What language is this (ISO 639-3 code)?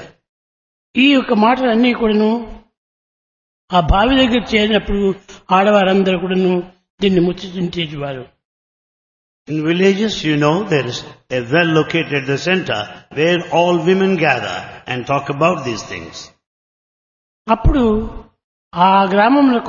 tel